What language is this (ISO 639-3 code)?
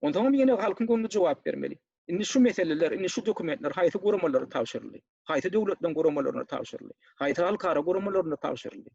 tuk